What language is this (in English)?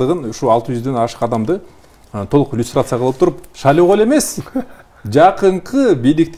Kyrgyz